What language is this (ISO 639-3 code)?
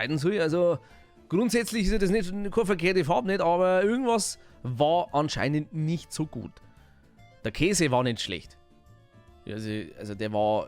bar